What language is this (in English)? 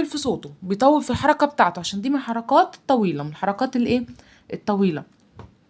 Egyptian Arabic